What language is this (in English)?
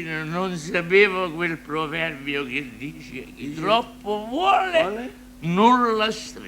Neapolitan